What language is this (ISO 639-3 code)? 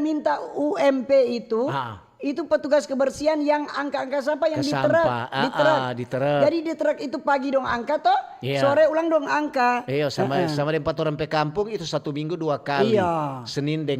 xmm